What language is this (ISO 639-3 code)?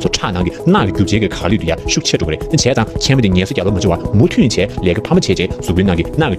bod